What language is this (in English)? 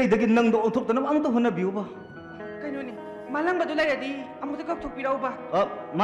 Manipuri